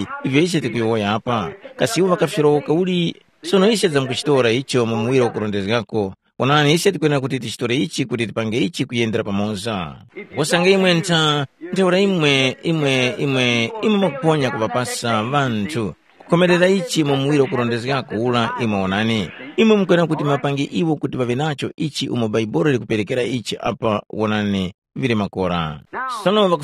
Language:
Tumbuka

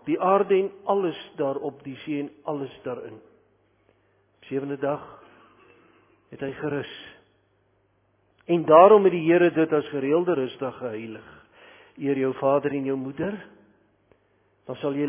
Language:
Afrikaans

